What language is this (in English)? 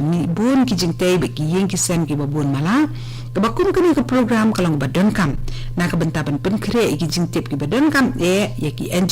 Khasi